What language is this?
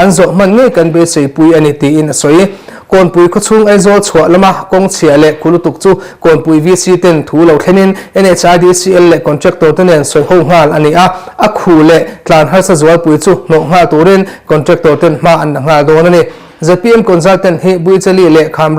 Mizo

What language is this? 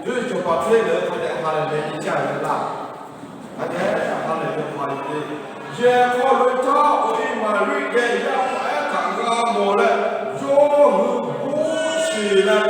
Lahu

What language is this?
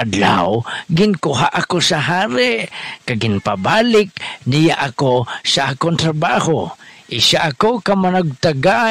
Hiligaynon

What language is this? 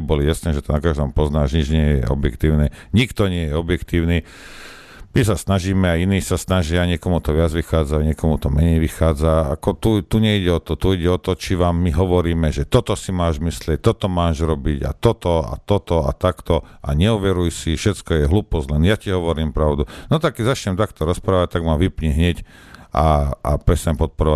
Slovak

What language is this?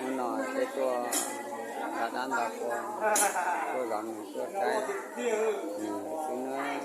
Hmong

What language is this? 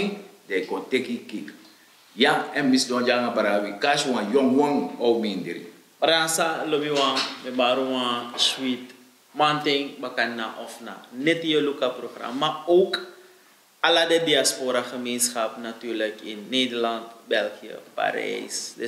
Sranan Tongo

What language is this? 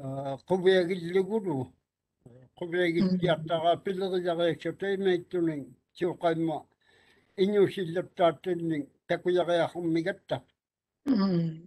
Māori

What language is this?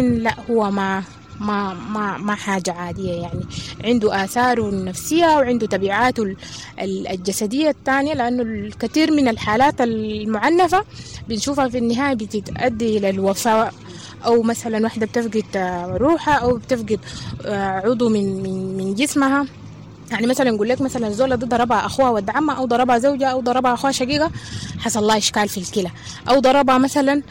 Sudanese Arabic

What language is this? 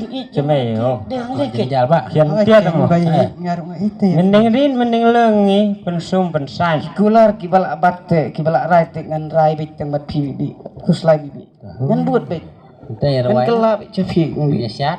Khasi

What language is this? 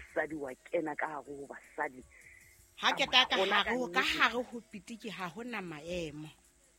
Southern Sotho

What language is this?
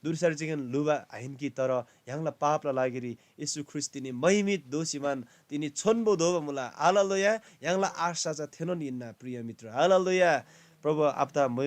Eastern Tamang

